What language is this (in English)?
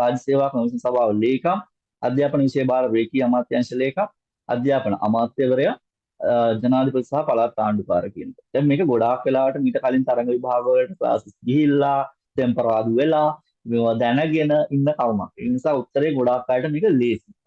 Sinhala